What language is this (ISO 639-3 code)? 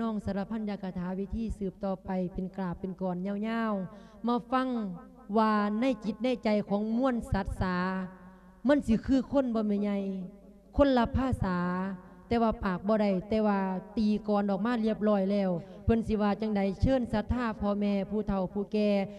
lao